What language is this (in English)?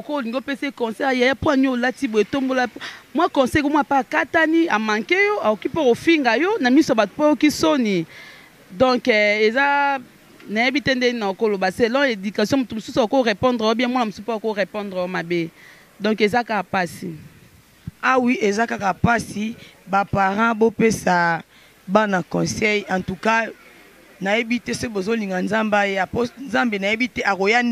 Lingala